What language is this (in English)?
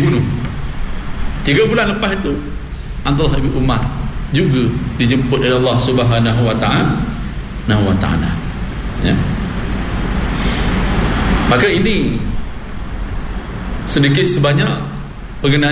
Malay